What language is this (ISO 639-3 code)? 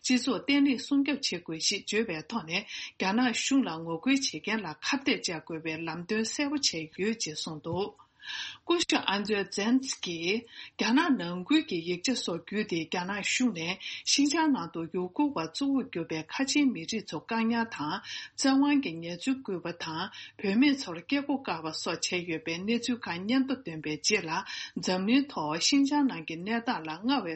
bod